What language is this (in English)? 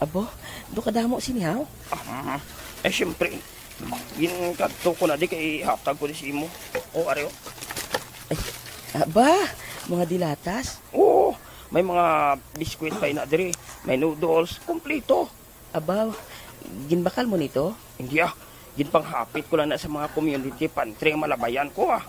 Hiligaynon